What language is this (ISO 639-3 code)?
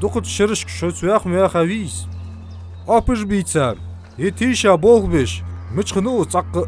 inh